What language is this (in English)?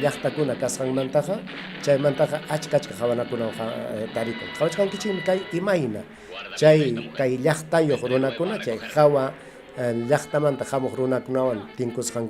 Ayacucho Quechua